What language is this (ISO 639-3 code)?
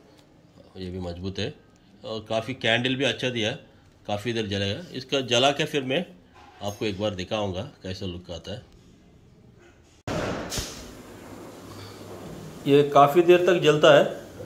hin